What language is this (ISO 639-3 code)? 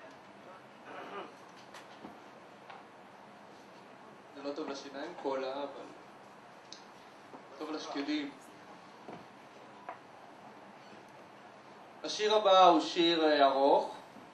heb